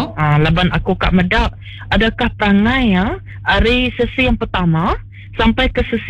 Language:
Iban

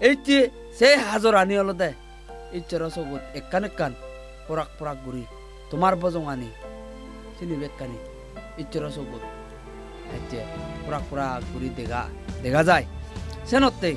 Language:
Chakma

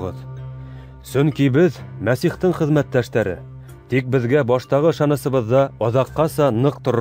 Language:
Bashkir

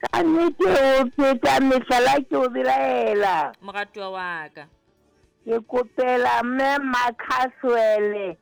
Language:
Southern Sotho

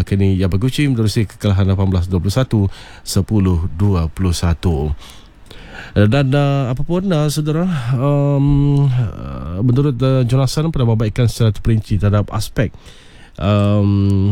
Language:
Malay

